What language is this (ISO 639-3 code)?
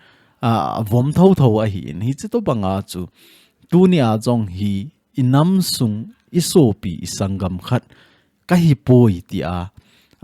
tcz